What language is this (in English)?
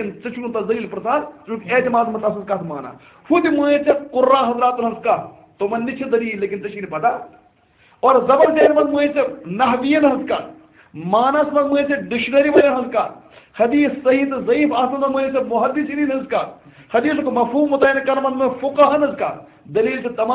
Kashmiri